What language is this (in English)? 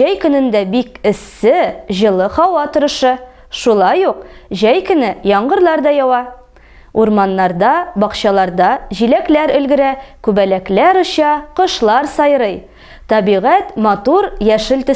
Tatar